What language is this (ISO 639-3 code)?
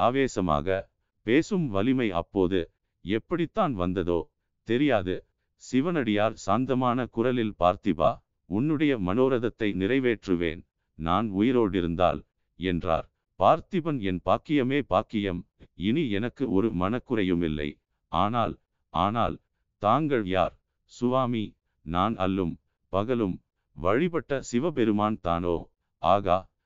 tam